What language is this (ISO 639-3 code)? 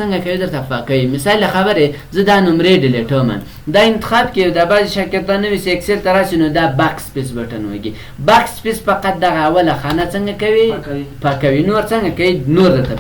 pus